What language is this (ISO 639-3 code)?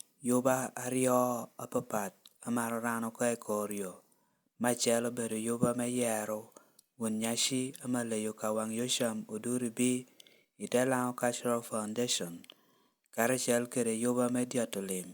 laj